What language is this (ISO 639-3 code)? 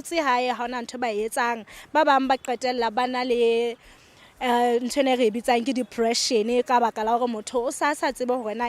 sot